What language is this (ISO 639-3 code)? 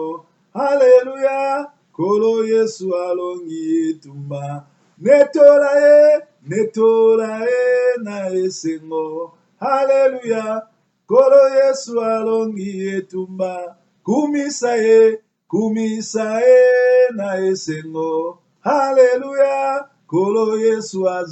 lin